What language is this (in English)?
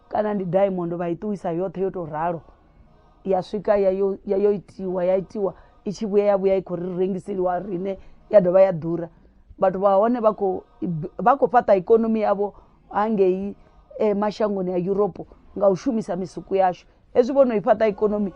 Venda